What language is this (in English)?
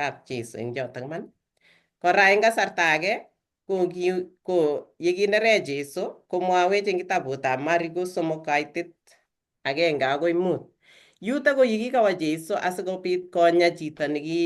Kalenjin